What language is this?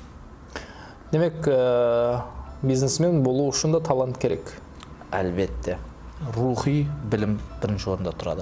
Kara-Kalpak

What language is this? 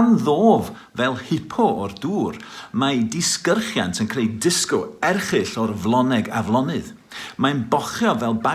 Welsh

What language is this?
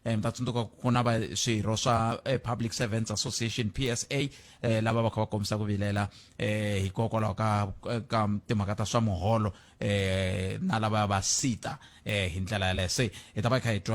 Tsonga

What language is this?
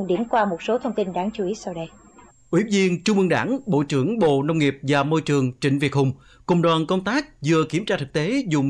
Vietnamese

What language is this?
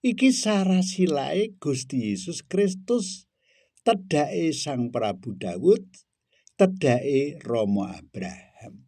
Javanese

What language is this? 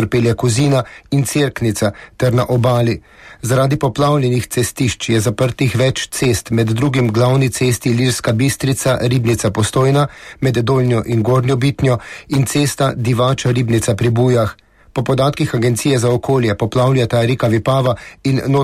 Slovenian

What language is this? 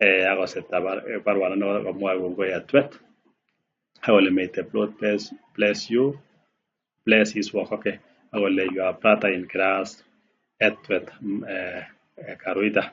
Kalenjin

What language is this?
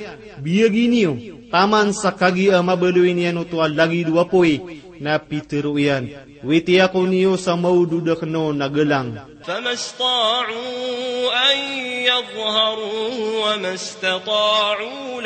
Maranao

